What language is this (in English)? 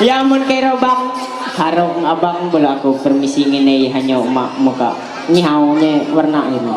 Ma'anyan